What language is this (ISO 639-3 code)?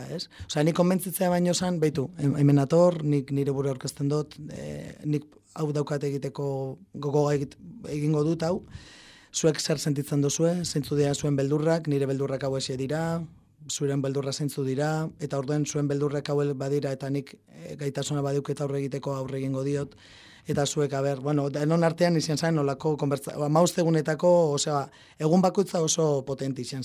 eus